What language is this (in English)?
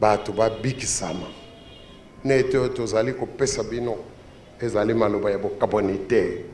Lingala